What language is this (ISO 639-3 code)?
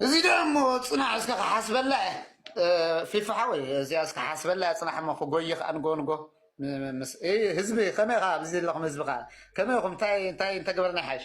tir